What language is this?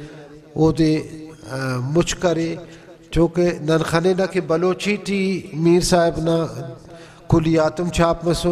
Brahui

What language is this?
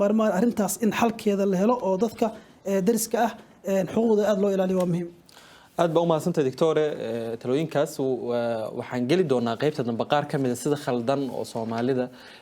Somali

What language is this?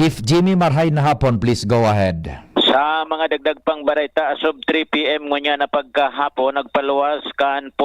Bikol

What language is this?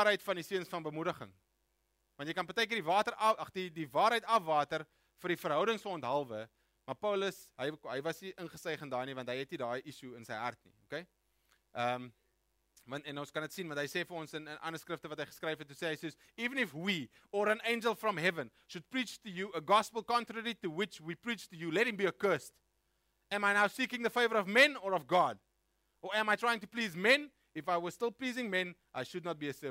Afrikaans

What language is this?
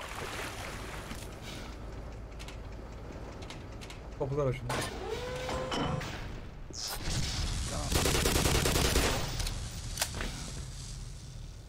Turkish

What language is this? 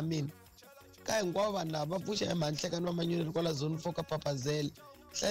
Tsonga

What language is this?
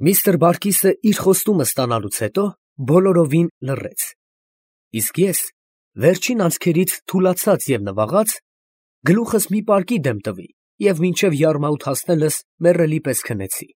Armenian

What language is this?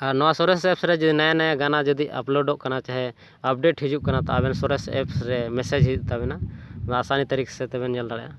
Santali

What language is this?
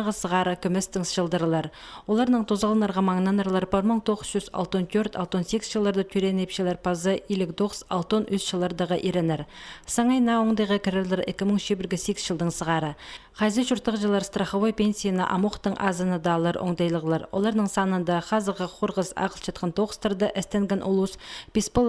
Khakas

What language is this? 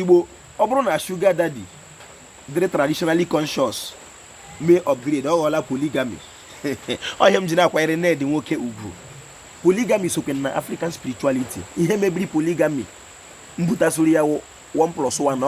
Igbo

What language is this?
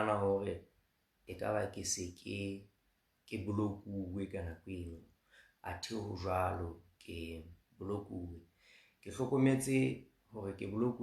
Southern Sotho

